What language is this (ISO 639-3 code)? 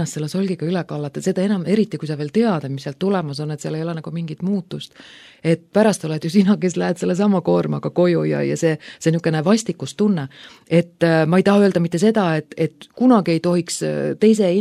est